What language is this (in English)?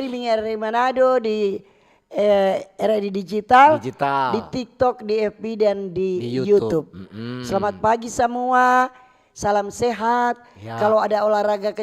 Manado Malay